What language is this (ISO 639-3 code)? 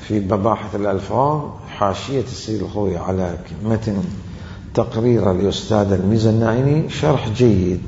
acm